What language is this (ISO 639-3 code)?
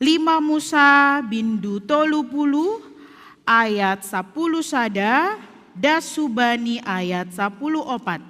bts